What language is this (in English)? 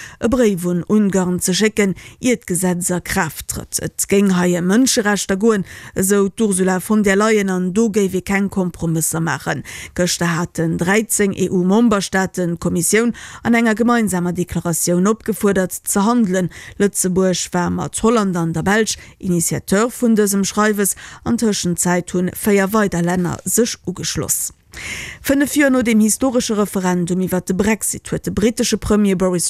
Luxembourgish